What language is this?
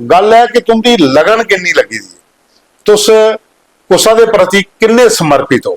Dogri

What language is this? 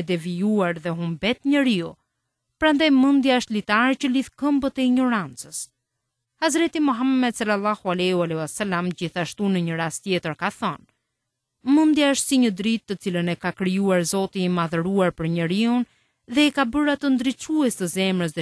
Albanian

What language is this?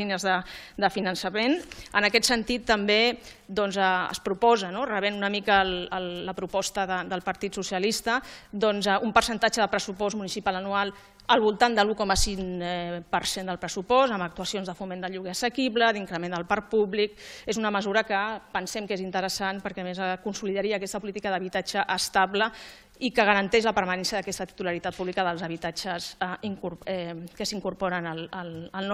Catalan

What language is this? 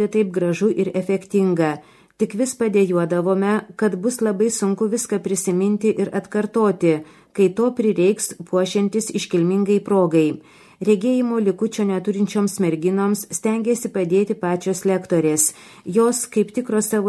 Lithuanian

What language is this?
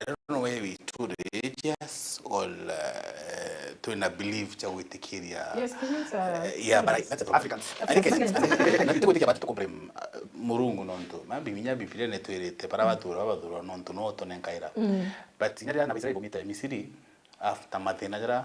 Meru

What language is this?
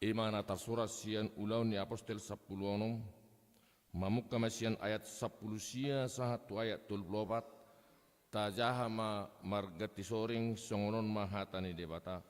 Batak Toba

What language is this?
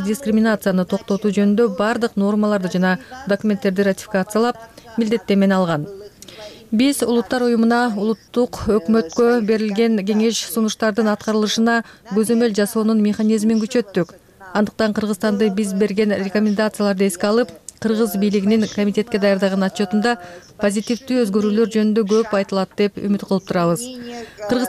Kyrgyz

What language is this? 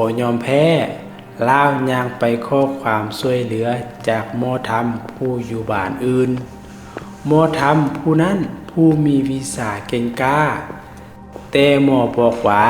Lao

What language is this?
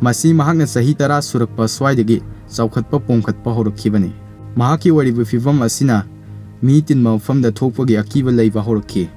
Manipuri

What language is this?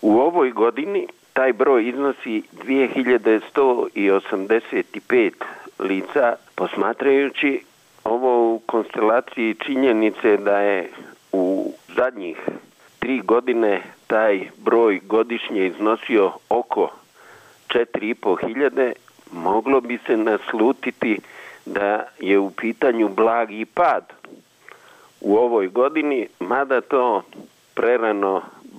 Bosnian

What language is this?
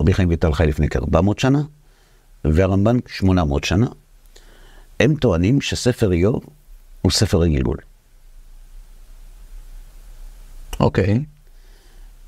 Hebrew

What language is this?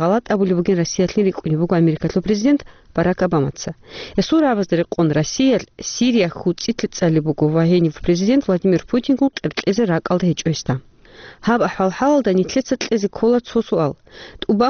Avaric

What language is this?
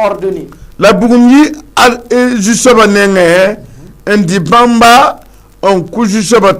Mossi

